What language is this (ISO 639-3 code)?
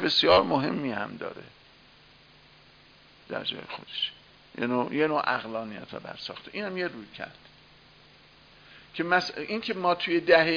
fas